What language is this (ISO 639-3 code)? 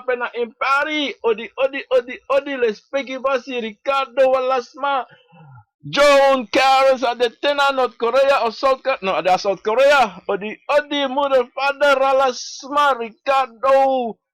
srn